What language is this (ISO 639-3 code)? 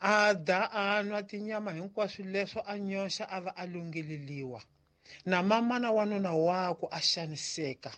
tso